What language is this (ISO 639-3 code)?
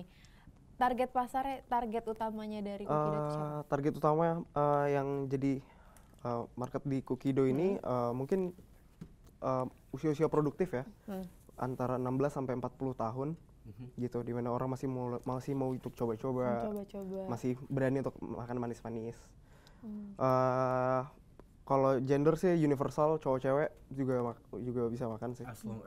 ind